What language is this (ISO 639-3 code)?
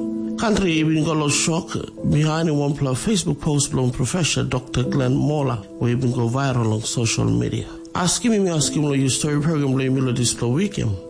tpi